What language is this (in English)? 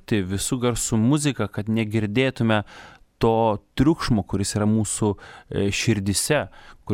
Lithuanian